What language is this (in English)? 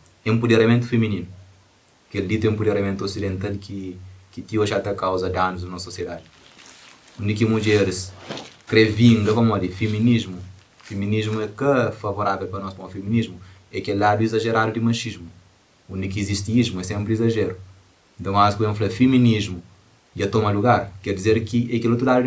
Kabuverdianu